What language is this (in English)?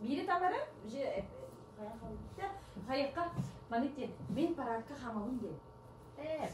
Yakut